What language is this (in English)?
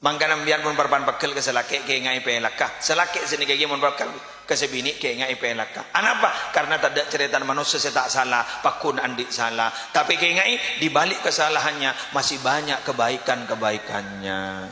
Madurese